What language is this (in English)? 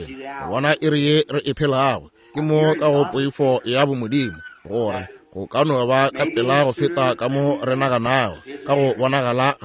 Northern Sotho